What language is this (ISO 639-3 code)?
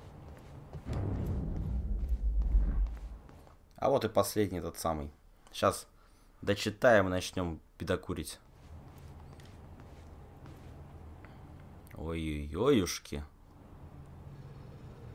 rus